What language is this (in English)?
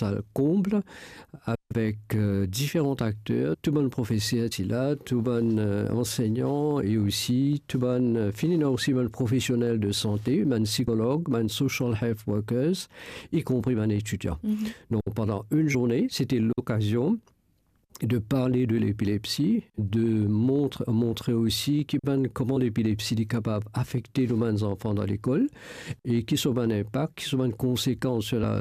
Morisyen